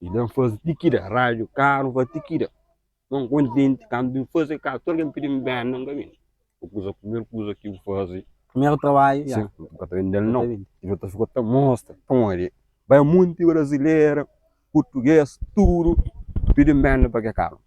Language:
Kabuverdianu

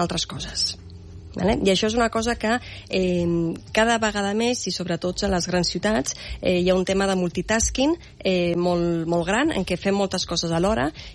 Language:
Catalan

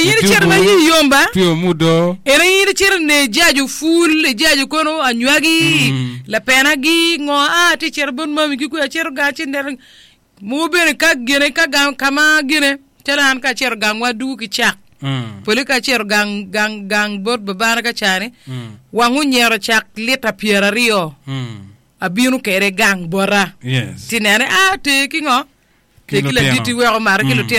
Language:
Acoli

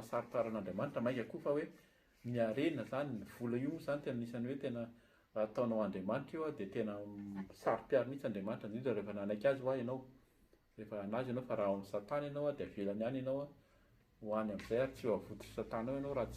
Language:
Malagasy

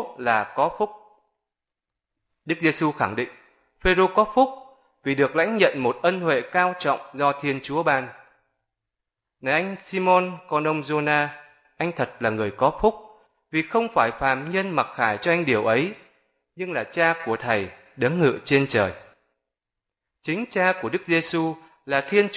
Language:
Vietnamese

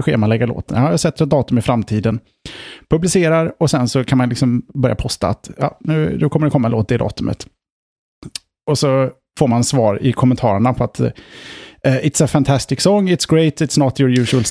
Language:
Swedish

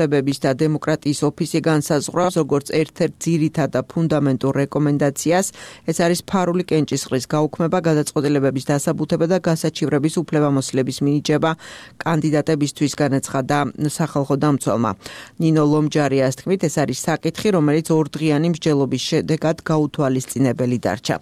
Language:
Georgian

